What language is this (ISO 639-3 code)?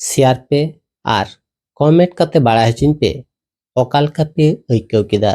sat